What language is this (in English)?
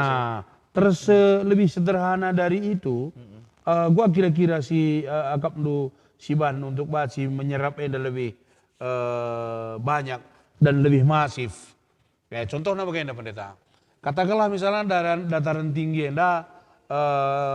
Batak Karo